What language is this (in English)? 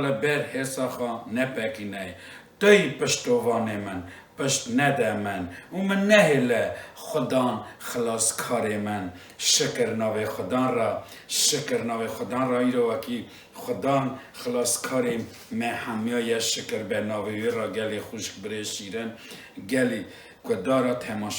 Kurdish